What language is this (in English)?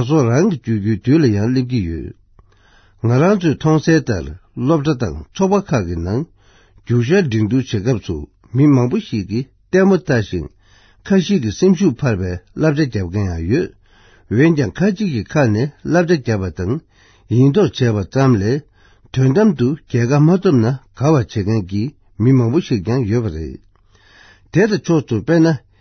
Tibetan